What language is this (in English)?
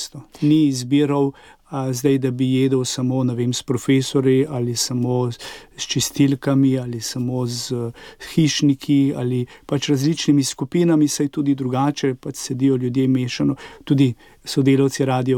Slovenian